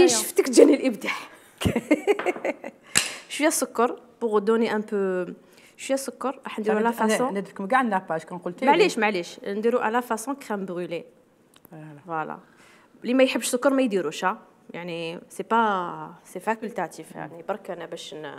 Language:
Algerian Arabic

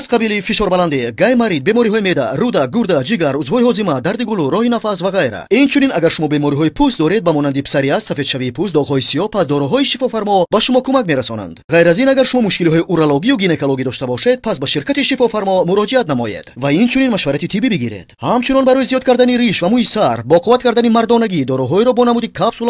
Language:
Tajik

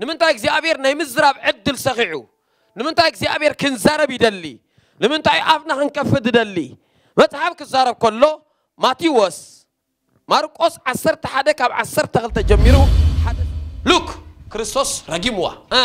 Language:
Tigrinya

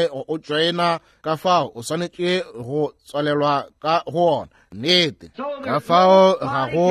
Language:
Northern Sotho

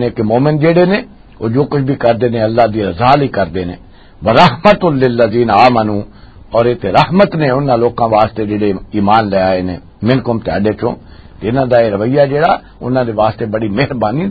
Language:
Western Panjabi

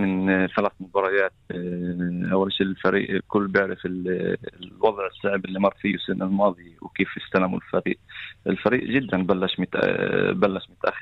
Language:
North Levantine Arabic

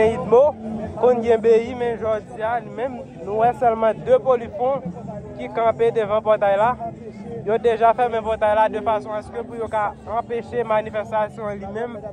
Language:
Haitian Creole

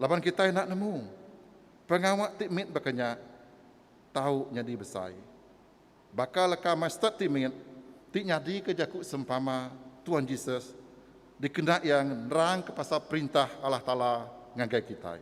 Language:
Iban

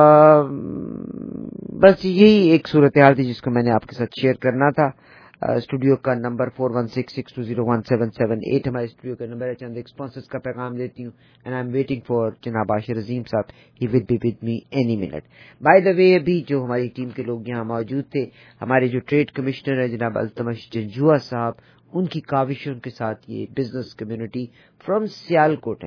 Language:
Urdu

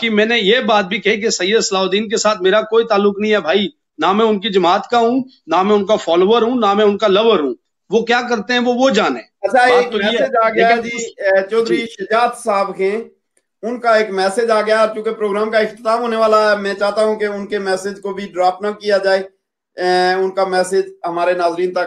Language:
Urdu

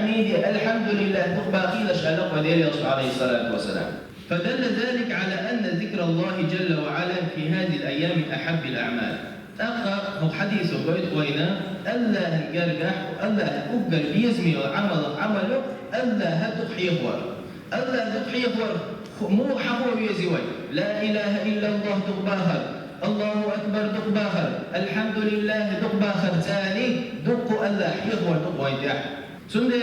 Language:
Chechen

